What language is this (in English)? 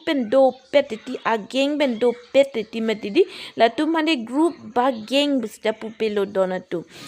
Karbi